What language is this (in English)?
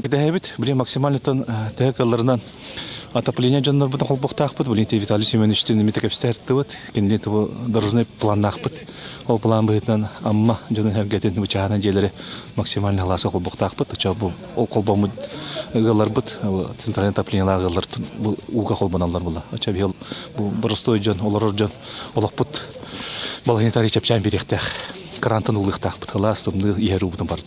Yakut